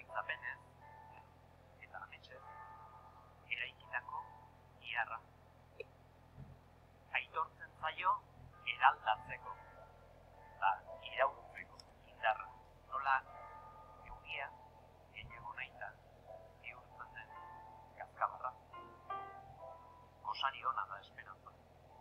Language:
Basque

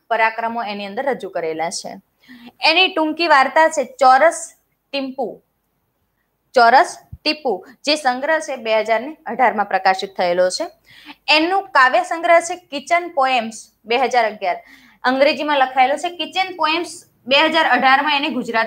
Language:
Gujarati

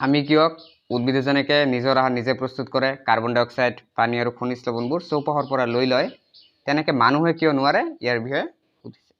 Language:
Assamese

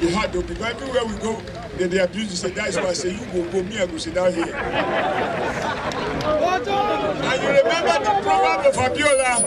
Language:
Nigerian Pidgin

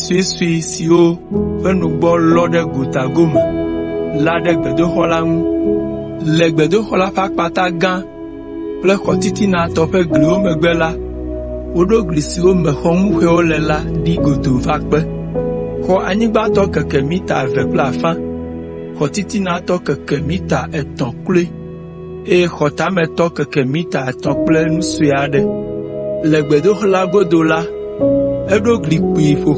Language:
Ewe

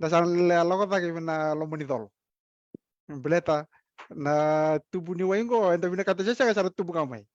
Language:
Fijian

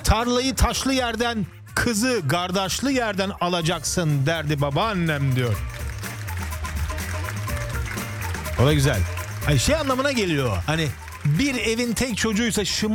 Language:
Turkish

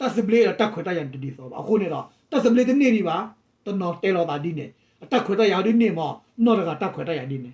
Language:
S'gaw Karen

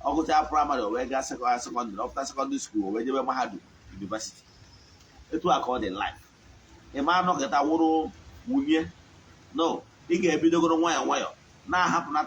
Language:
Igbo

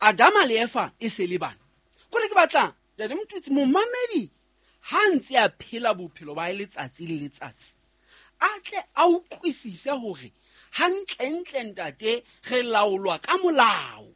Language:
Southern Sotho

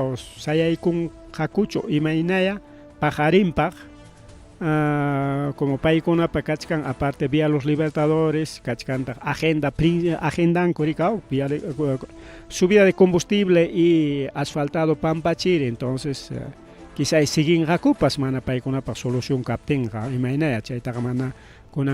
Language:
Ayacucho Quechua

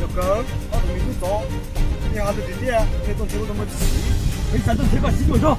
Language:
Hmong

